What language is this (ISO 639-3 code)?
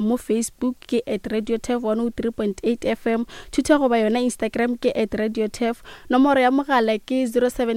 nso